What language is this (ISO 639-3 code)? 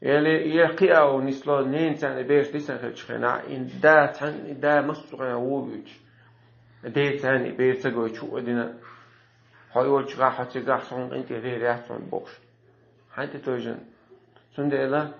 che